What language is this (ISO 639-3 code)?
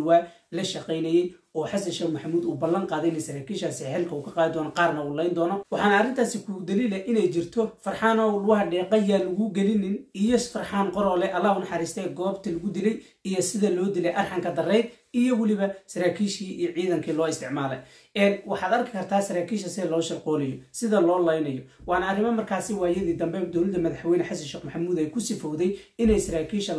som